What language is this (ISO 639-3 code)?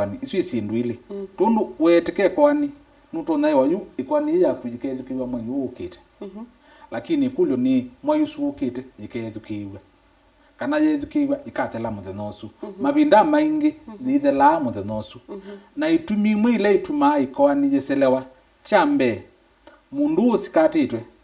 kam